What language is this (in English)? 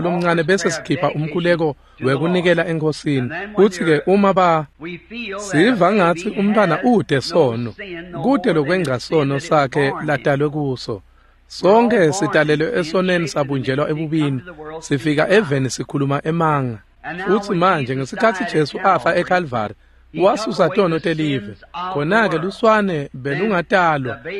Swati